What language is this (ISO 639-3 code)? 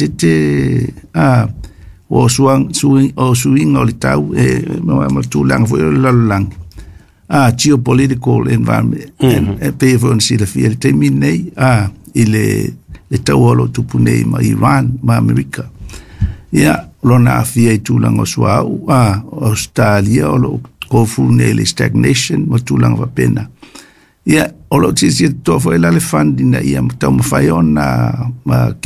smo